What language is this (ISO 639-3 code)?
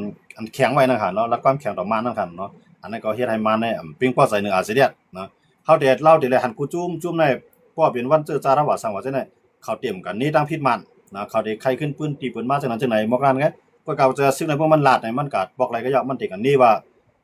shn